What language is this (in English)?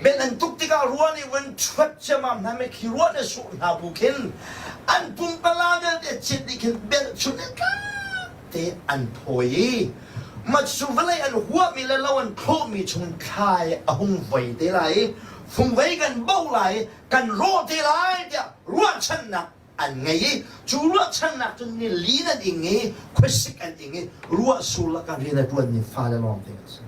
Hakha Chin